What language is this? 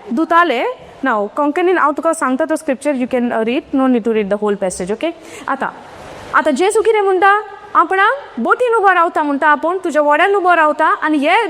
Konkani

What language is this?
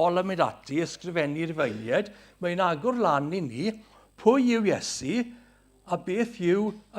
Welsh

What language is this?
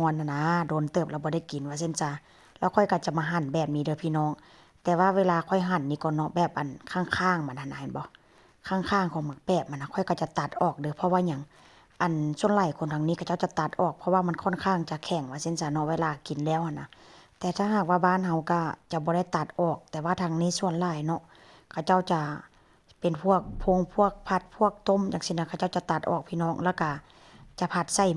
Northeastern Thai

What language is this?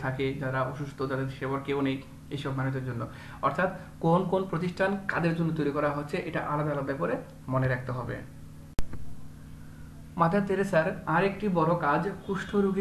Bangla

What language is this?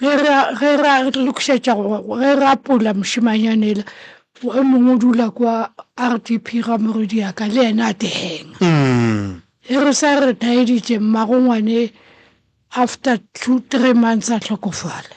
Northern Sotho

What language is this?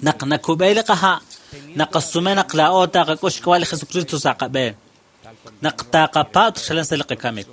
Kekchí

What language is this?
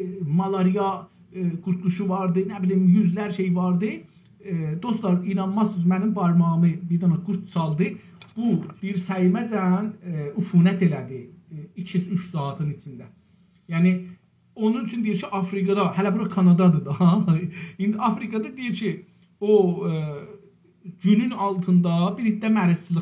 South Azerbaijani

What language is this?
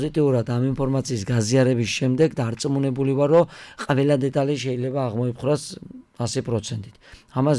Georgian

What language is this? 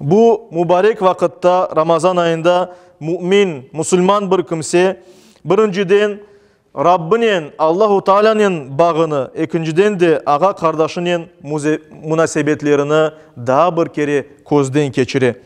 Crimean Tatar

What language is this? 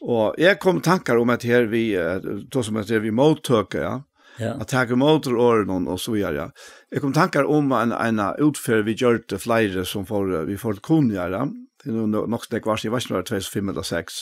Faroese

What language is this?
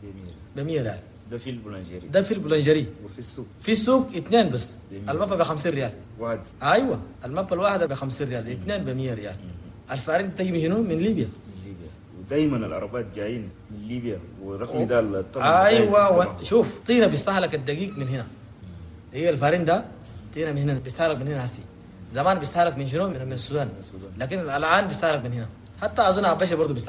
Chadian Arabic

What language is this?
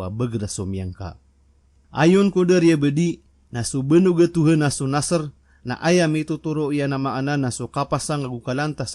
Maranao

